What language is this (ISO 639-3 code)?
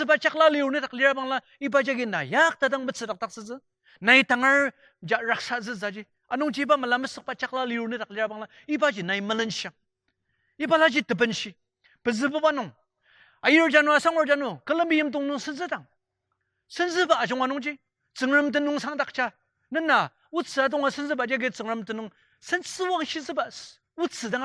njo